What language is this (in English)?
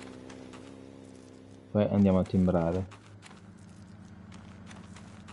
Italian